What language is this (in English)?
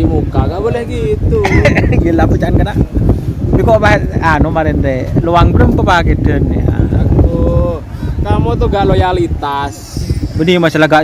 Madurese